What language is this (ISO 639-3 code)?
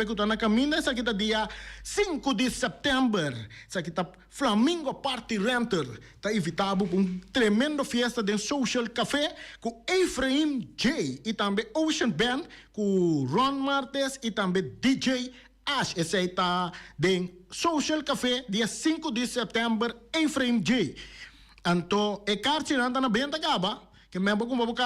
pap